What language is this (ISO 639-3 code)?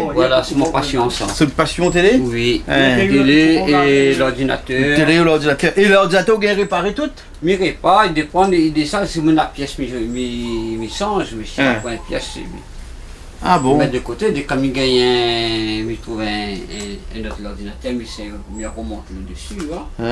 rcf